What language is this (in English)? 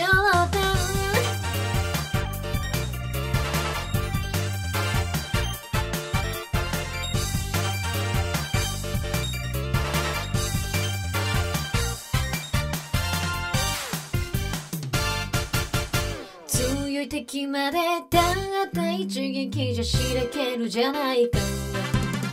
Japanese